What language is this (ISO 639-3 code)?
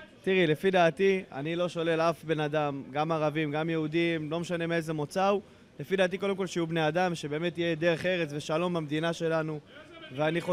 heb